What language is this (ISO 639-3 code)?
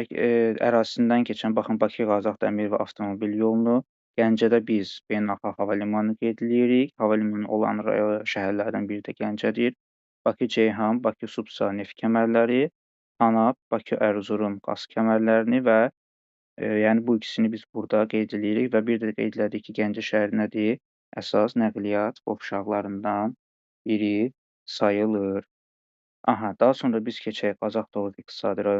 aze